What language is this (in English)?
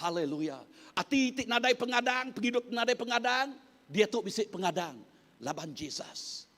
Iban